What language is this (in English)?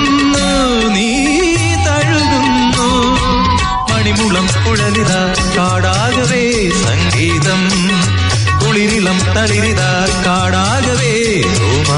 Malayalam